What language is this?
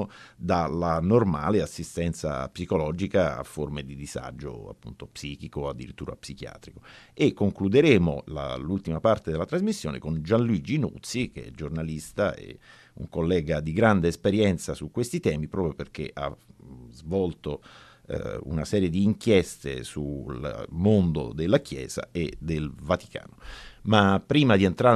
Italian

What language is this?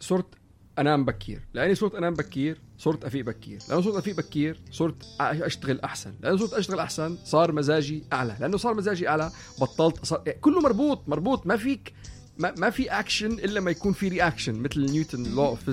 North Levantine Arabic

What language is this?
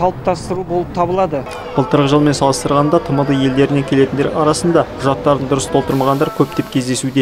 Kazakh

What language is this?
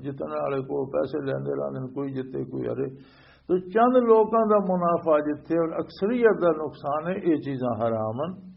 Western Panjabi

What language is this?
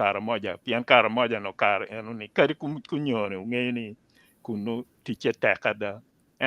Acoli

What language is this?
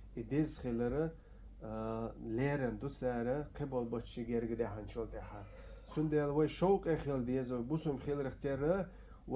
Chechen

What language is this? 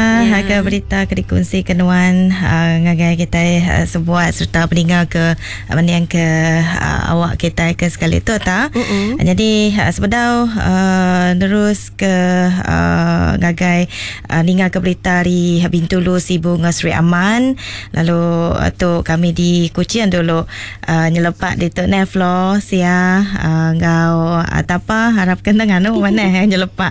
Iban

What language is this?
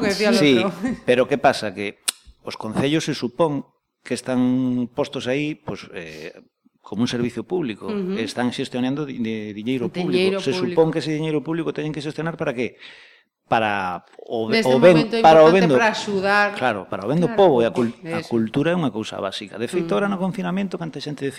Galician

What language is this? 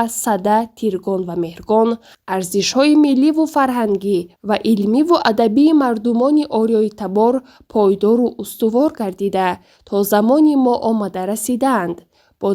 Tajik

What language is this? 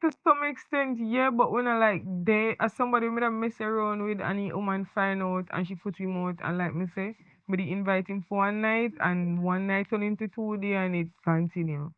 Jamaican Creole English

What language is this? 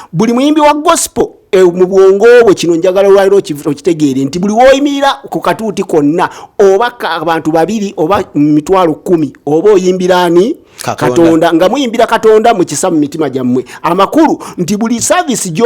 Ganda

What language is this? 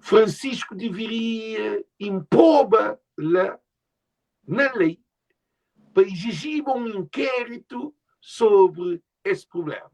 Kabuverdianu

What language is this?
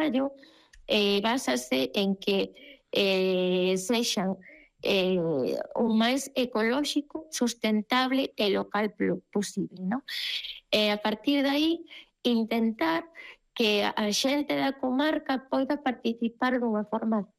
Galician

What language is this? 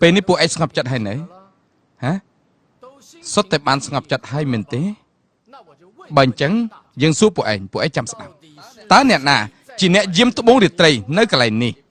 Khmer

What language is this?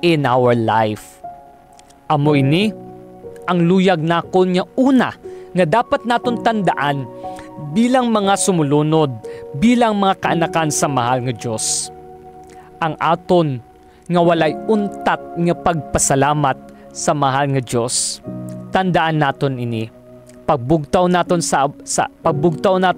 Hiligaynon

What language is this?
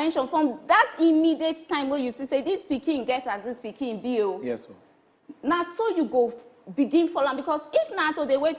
Nigerian Pidgin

